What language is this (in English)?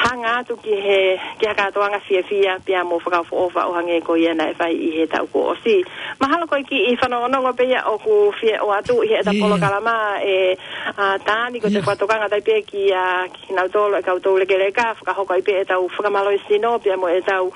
Tongan